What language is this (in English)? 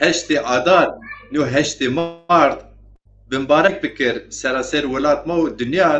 Zaza